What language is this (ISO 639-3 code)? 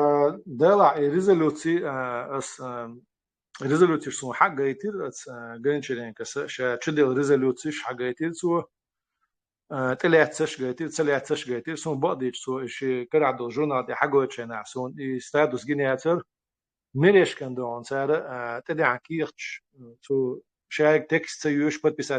che